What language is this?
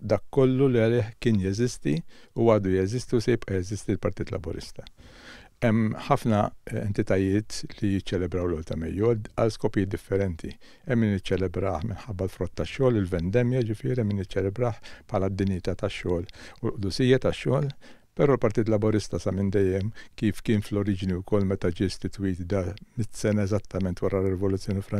Maltese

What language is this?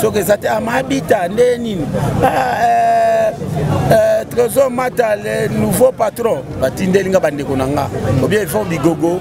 Lingala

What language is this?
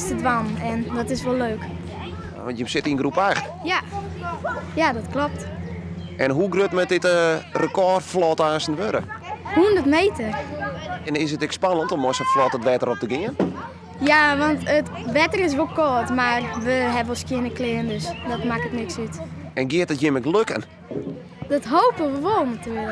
Western Frisian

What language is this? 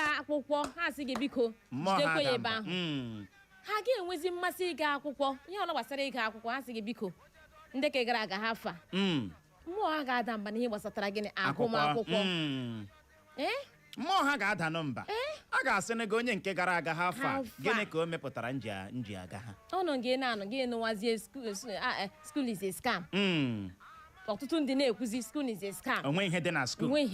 Igbo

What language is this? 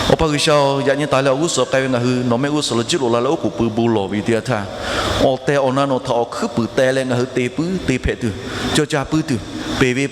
Lahu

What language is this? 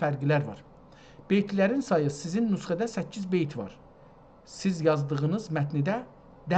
South Azerbaijani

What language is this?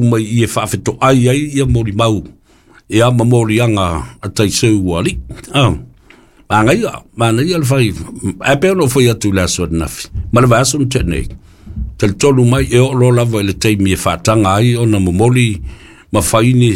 Samoan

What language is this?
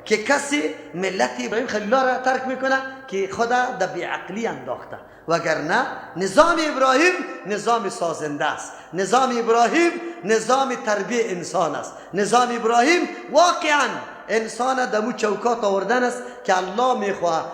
Persian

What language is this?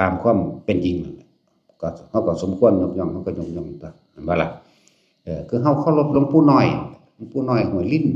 Northeastern Thai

